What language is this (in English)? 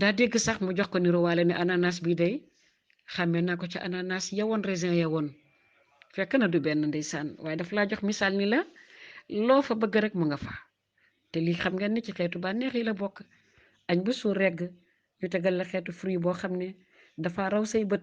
Wolof